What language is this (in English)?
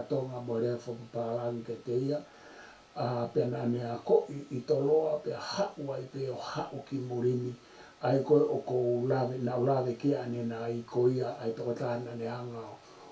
Tongan